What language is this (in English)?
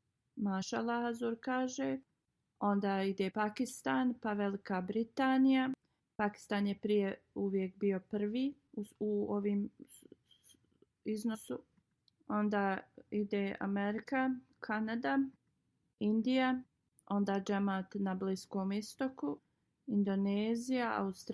Bosnian